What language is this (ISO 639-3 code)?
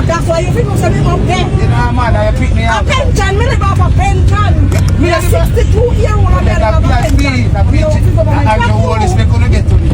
jam